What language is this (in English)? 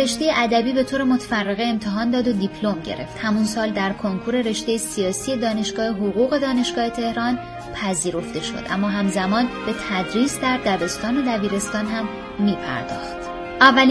Persian